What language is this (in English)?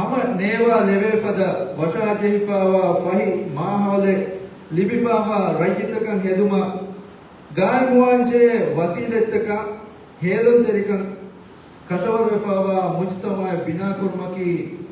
Divehi